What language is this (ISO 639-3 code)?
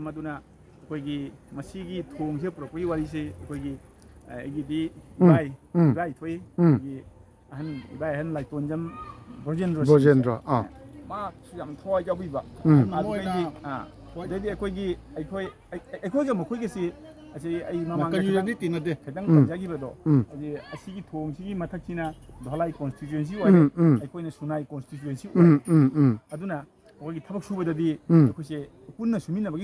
mni